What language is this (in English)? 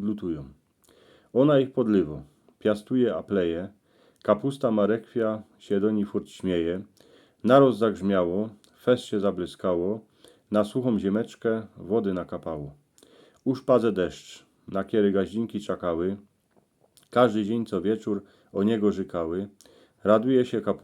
Silesian